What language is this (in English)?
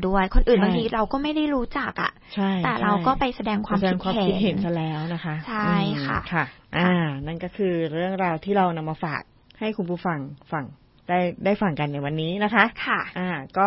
Thai